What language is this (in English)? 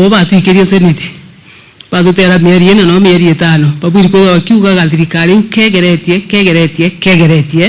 Meru